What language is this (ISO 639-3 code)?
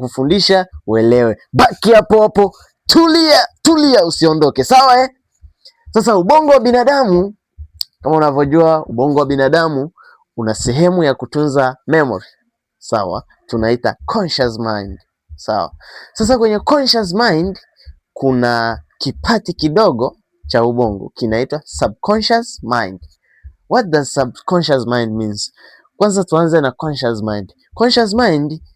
swa